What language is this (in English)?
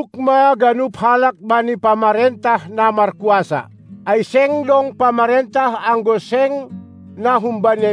Batak Simalungun